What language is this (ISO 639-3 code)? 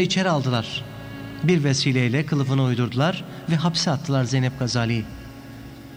tur